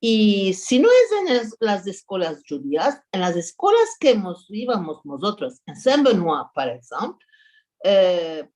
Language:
Ladino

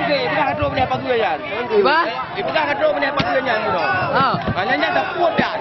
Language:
Achinese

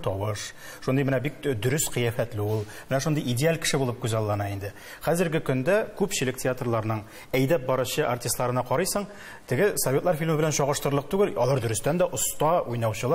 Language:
Tatar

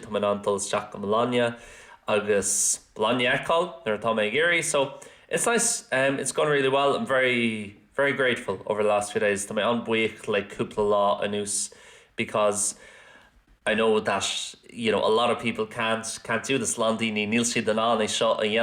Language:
Irish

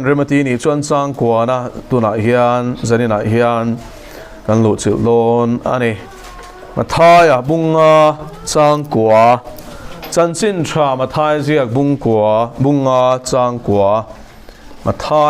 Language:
Mizo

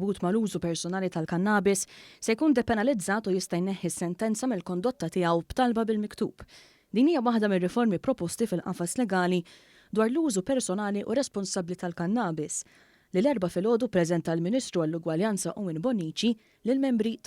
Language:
Maltese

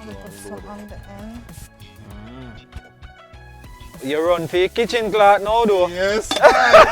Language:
Jamaican Creole English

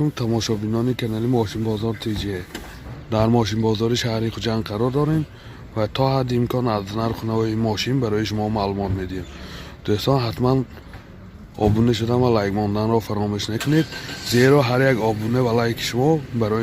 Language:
Tajik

